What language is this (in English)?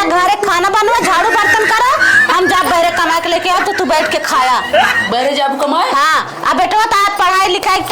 Awadhi